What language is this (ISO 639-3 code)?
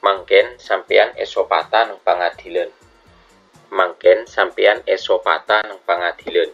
mad